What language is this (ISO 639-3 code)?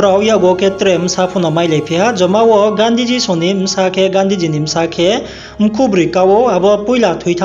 ria